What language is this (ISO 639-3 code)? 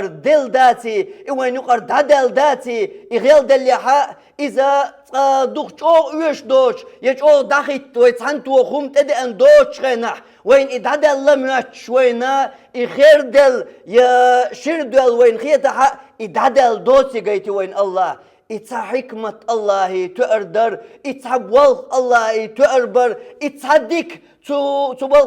che